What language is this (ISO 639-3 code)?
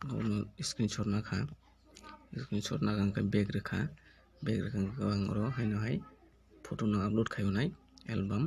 trp